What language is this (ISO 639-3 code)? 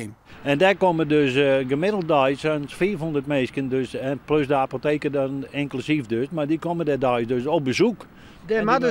fry